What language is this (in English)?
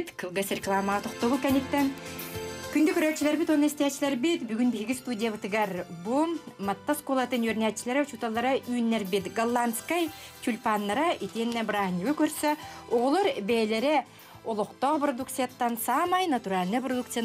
Yakut